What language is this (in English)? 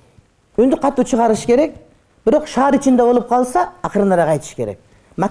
Kyrgyz